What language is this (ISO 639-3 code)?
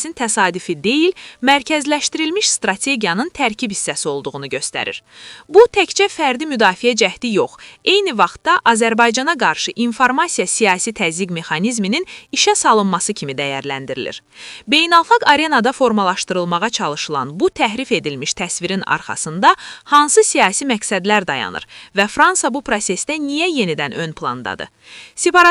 aze